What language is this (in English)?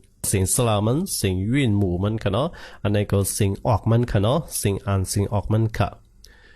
Shan